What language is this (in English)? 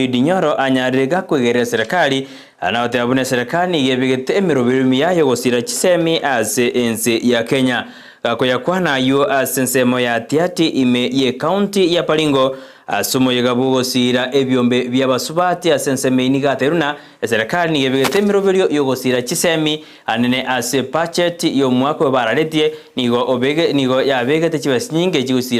Gusii